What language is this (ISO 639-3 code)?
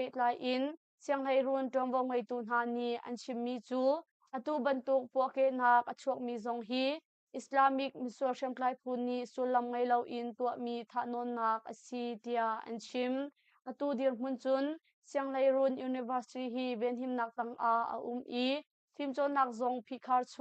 cnh